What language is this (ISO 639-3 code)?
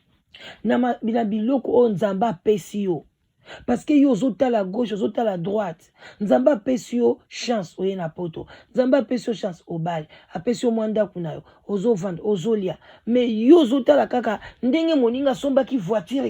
lin